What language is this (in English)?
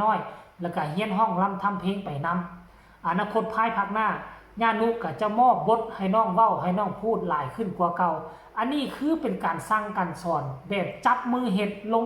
Northeastern Thai